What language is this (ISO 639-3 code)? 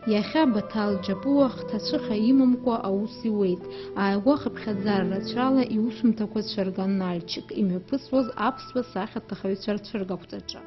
abk